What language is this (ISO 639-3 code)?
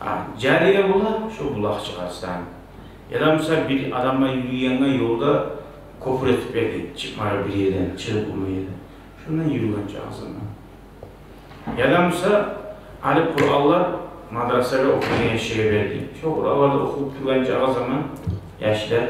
kum